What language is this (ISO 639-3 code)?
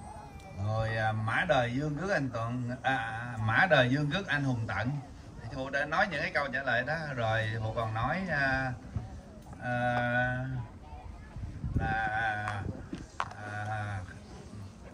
vie